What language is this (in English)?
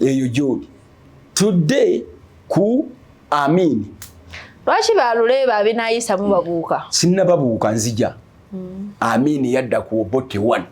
Ganda